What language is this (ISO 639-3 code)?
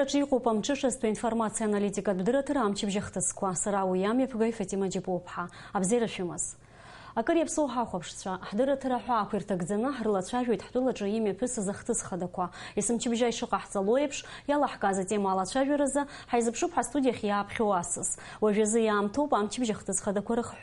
abk